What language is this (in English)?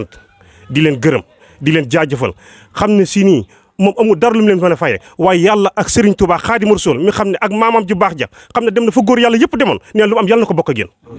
Wolof